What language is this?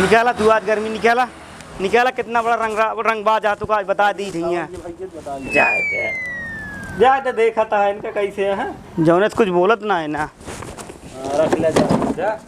Awadhi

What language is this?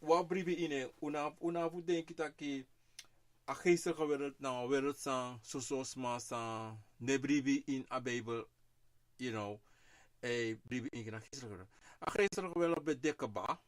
Sranan Tongo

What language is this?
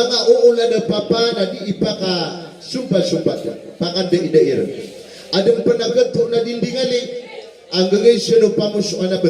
Maranao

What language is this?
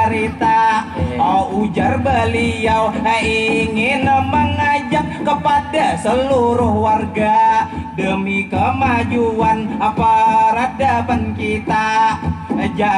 Banjar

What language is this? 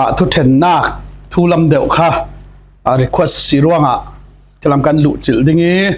Falam Chin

